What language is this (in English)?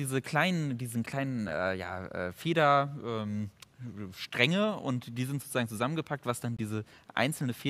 German